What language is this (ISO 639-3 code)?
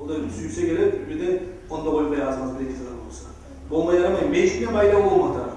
kum